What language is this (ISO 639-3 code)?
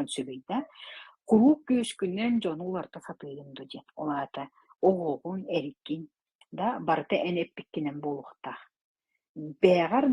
sah